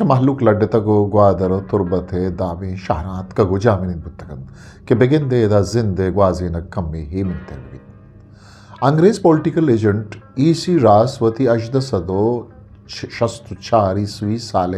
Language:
Eastern Balochi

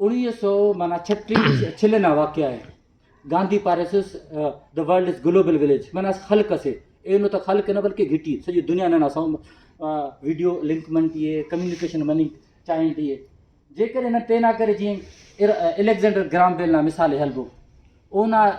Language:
Brahui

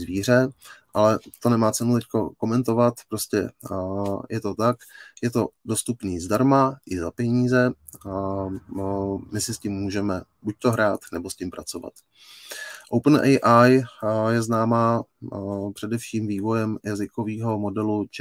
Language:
Czech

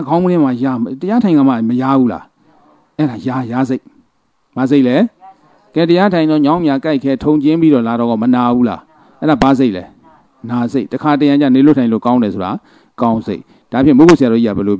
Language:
Burmese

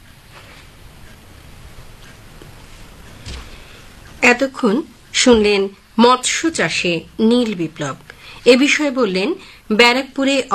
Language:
Bangla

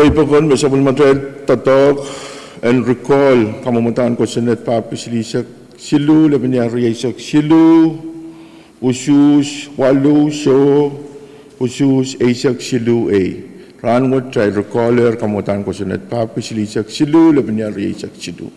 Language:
Pohnpeian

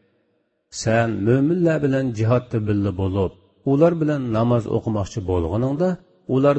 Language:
Uyghur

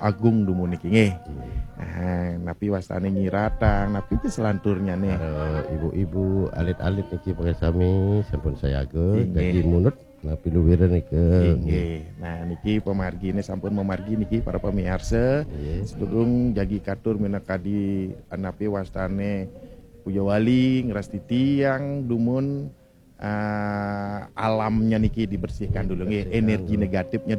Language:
Balinese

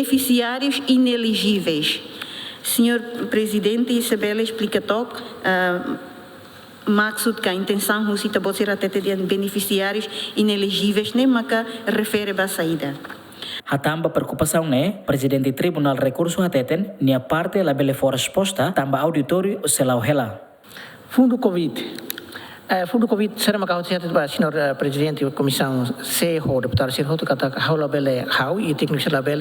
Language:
Tetum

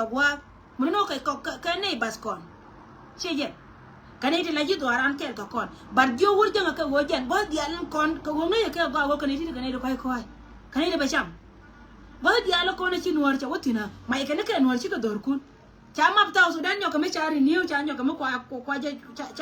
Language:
Nuer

